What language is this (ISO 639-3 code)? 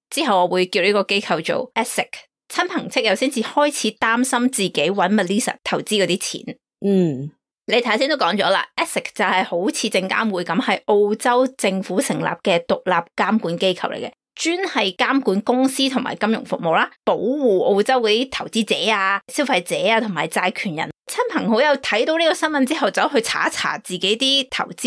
yue